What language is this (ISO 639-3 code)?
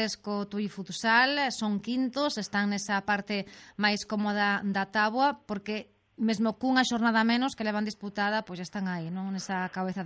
glg